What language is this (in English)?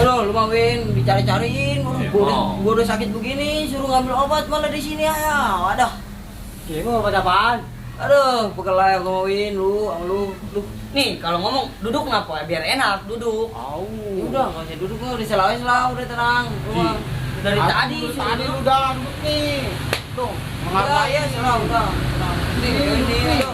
Betawi